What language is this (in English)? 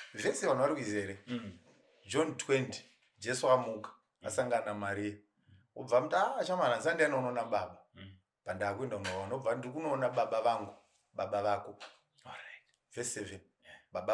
Shona